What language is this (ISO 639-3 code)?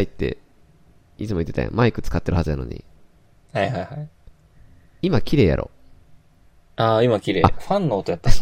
jpn